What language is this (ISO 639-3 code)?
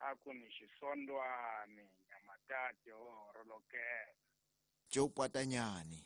tso